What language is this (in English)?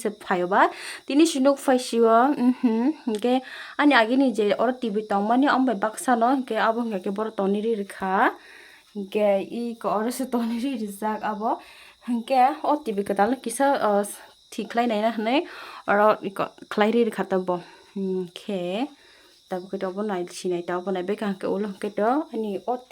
Kok Borok